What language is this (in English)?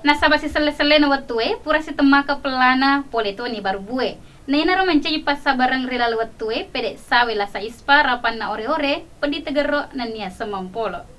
Buginese